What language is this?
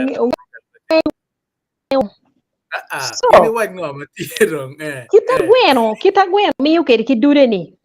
Acoli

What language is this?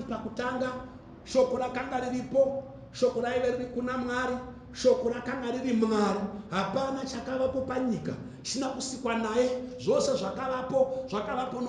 Shona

